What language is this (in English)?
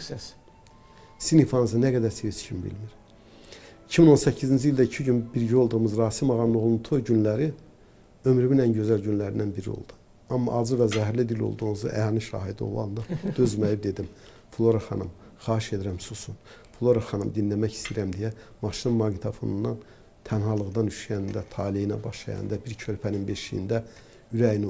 Azerbaijani